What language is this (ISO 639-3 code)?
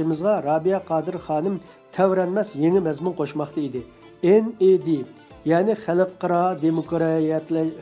uig